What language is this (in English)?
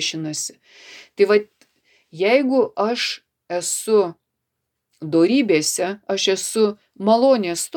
Lithuanian